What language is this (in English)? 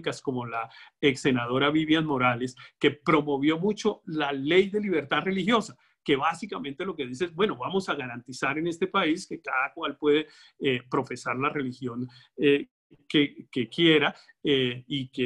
Spanish